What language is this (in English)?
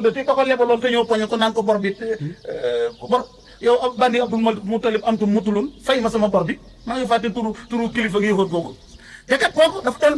Wolof